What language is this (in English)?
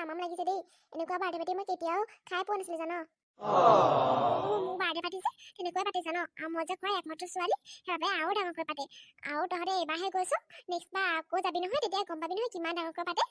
Assamese